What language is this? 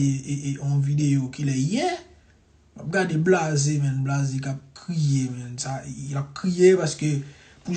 Haitian Creole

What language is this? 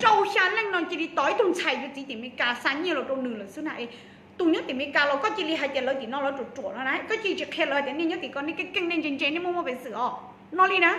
Hmong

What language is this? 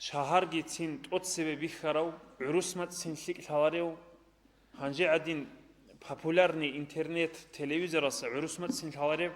Avaric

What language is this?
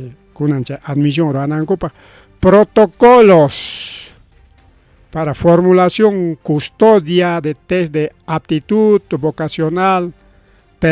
Ayacucho Quechua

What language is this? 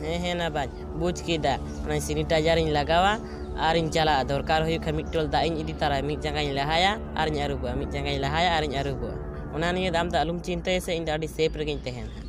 Santali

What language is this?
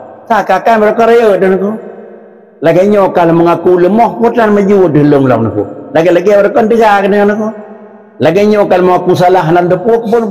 Achinese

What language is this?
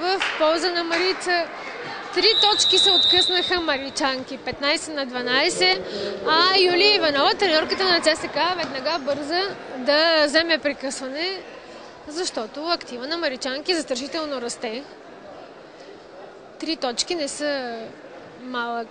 Bulgarian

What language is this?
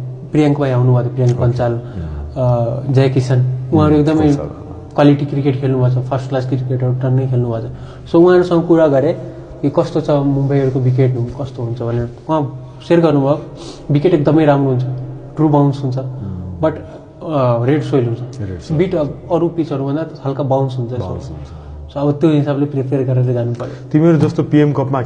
Nepali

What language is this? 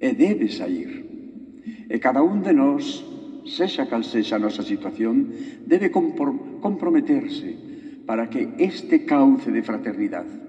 Galician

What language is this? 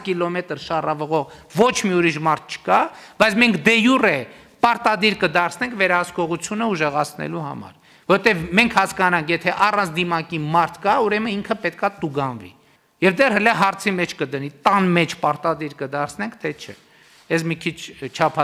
Armenian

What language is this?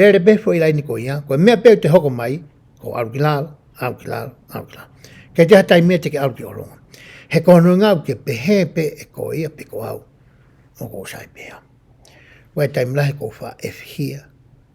Tongan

